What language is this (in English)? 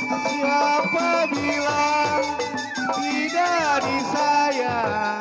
Betawi